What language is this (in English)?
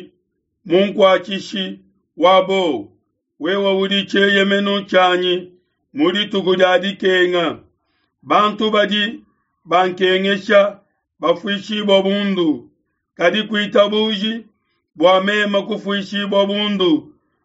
Luba-Lulua